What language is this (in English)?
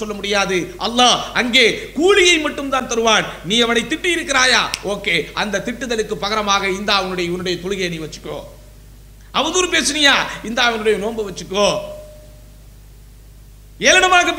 Tamil